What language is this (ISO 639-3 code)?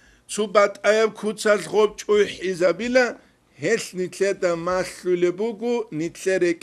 ava